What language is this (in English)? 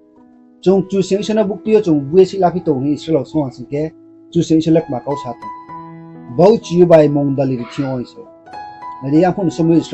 Riang (India)